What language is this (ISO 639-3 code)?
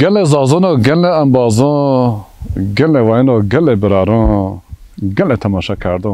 zza